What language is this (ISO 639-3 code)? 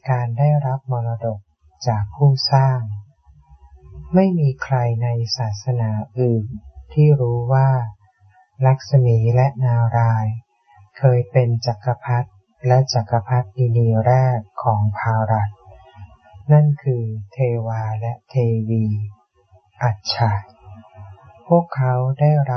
tha